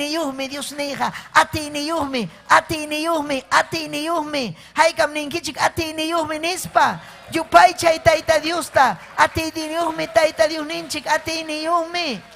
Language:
Ayacucho Quechua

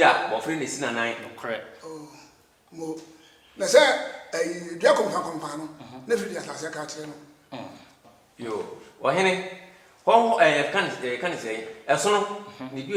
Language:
Akan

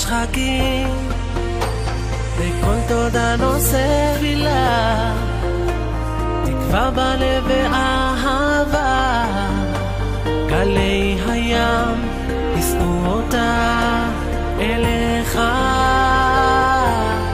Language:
Hebrew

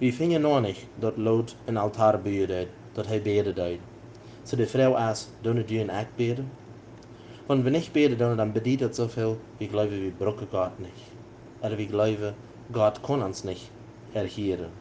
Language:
Plautdietsch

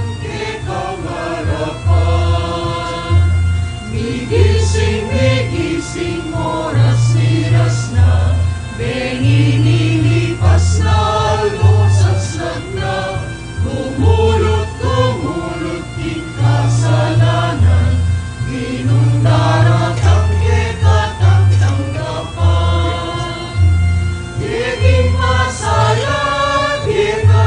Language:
Pampanga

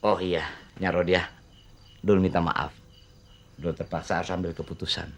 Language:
Betawi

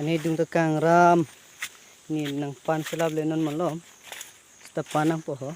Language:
Karbi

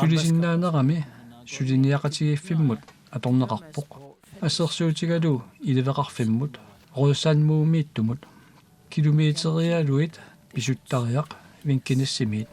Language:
Kalaallisut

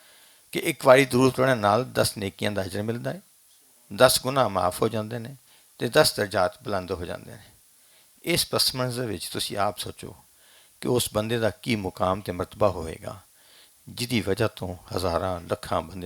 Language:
Western Panjabi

